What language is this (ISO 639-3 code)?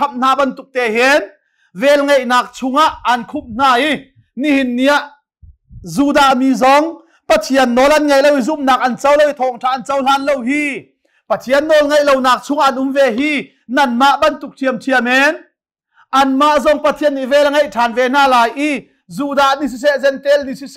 cnh